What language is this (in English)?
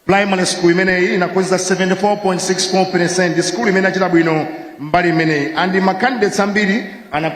Nyanja